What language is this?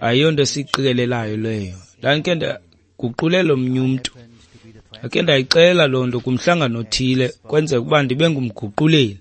Xhosa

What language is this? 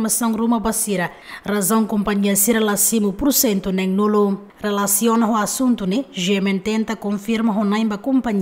Tetum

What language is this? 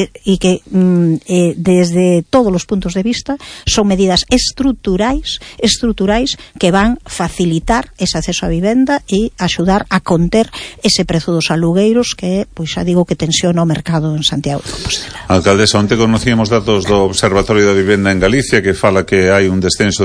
Galician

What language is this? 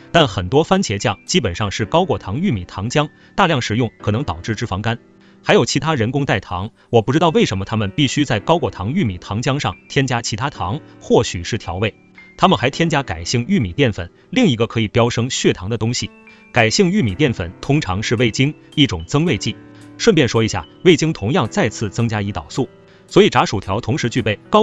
Chinese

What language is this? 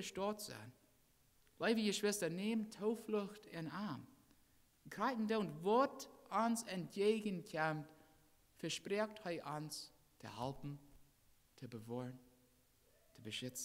Plautdietsch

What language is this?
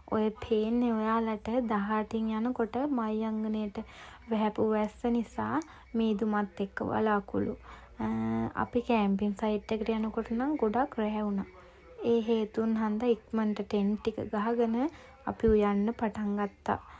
Sinhala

